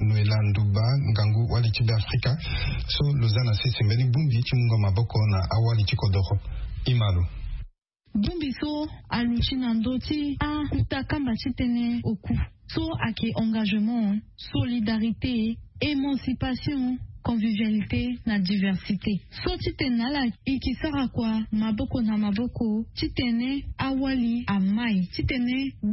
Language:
Sango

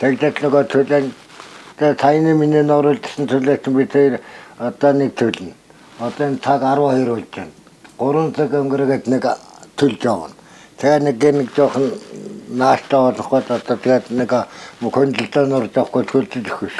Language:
Mongolian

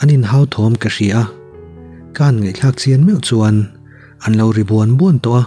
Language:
Mizo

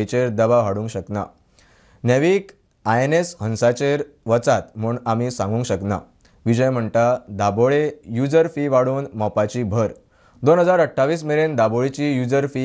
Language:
Konkani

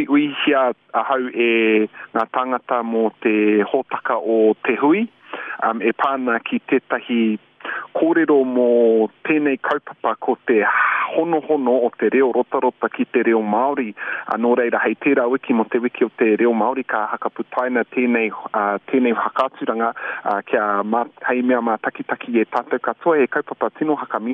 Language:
Māori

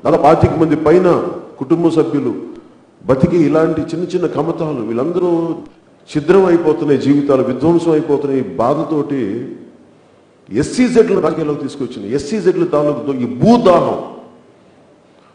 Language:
Telugu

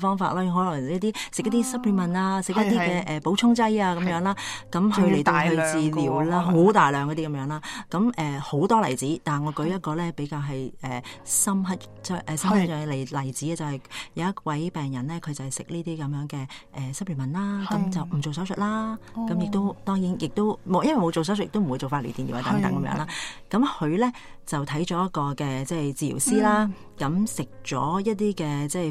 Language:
Cantonese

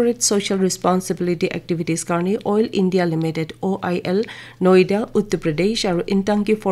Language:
Naga Pidgin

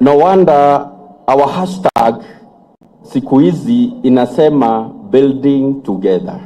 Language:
Meru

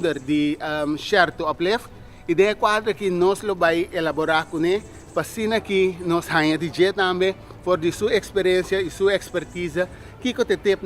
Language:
Papiamento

